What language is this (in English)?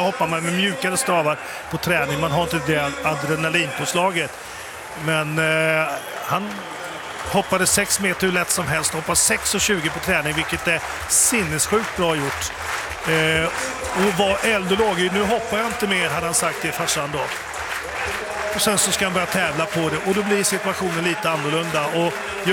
Swedish